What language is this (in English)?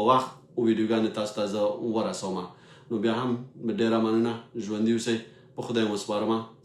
Pashto